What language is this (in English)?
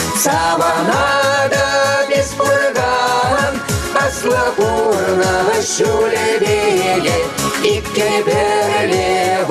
Chuvash